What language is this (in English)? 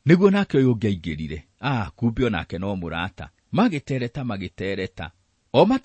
Kikuyu